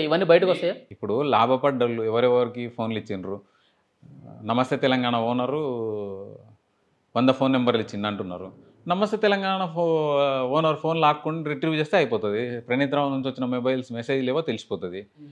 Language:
Telugu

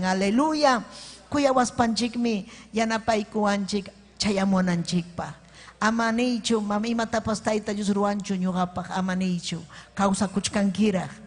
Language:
Ayacucho Quechua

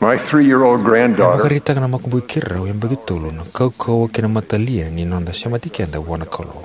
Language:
Fijian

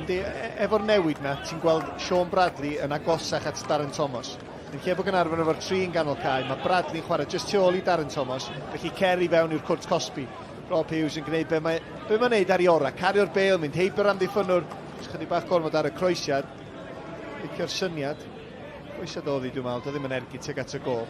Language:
Welsh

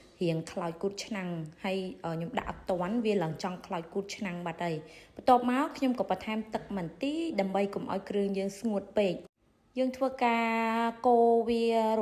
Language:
Khmer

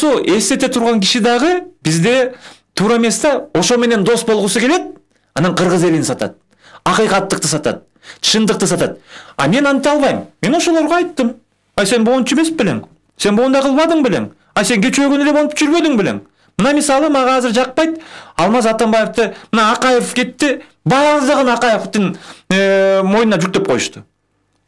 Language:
Kyrgyz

